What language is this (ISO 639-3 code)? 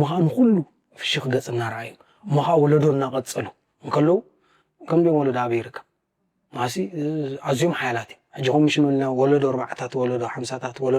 tir